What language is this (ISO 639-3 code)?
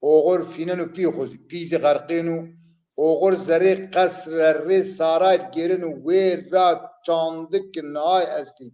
zza